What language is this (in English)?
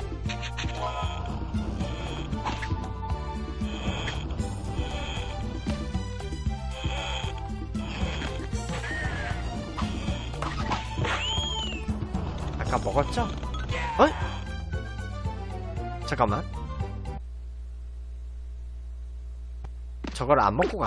Korean